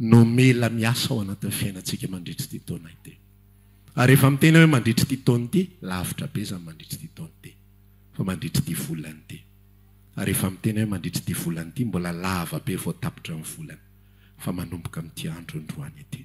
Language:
Malagasy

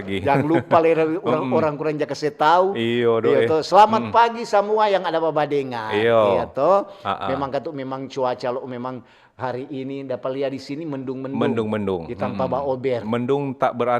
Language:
Manado Malay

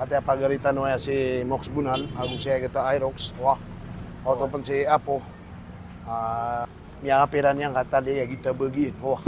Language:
Maranao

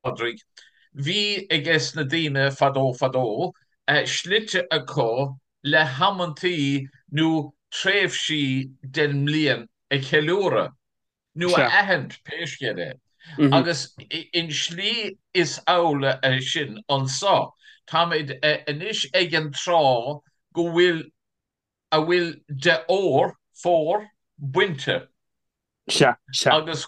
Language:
Irish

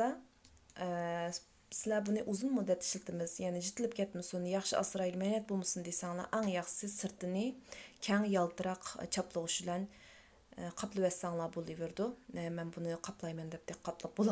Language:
Uyghur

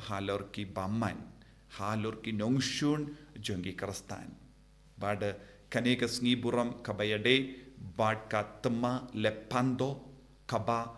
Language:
Khasi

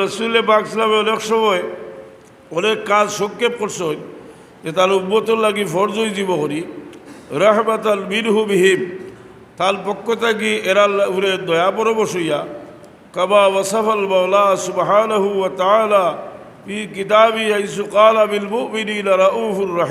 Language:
Sylheti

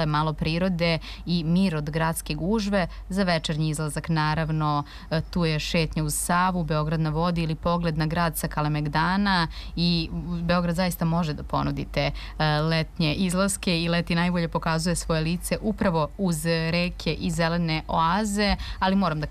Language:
Serbian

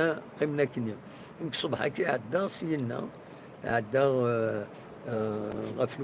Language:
Kabyle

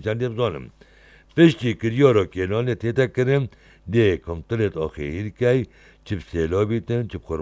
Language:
Kurdish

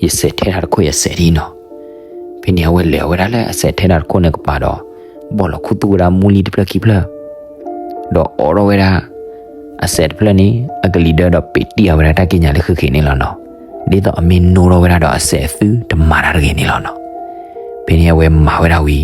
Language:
S'gaw Karen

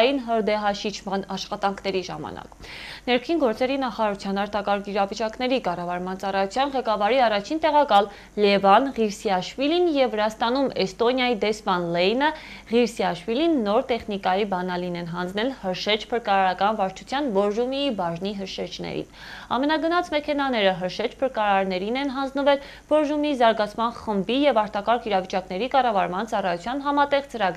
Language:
Armenian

